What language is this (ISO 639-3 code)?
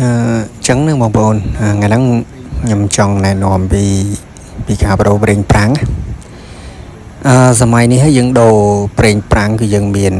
khm